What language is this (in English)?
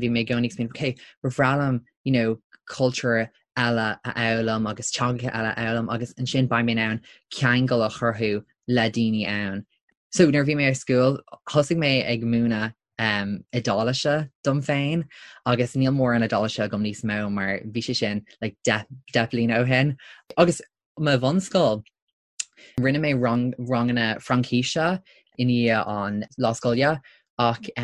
Irish